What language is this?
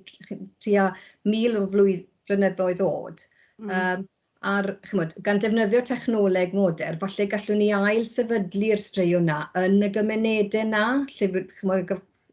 Welsh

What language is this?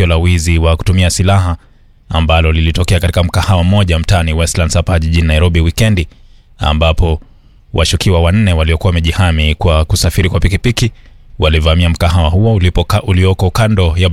Swahili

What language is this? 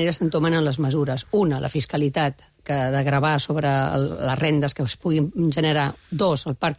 Catalan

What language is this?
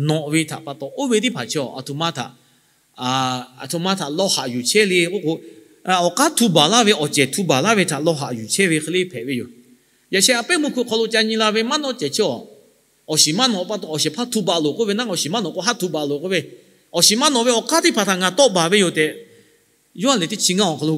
Lahu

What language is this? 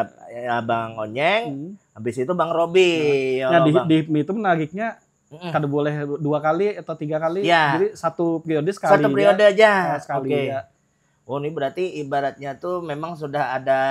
Banjar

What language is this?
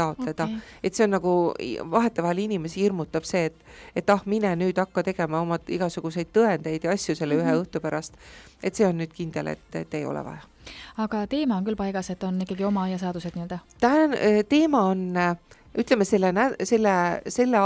Estonian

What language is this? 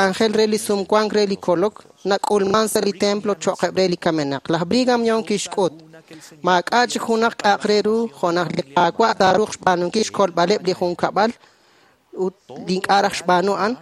Kekchí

